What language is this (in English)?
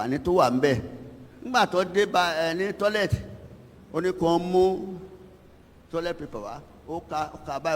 Yoruba